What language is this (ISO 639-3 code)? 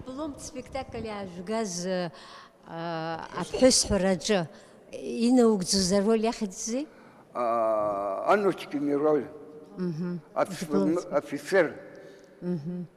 abk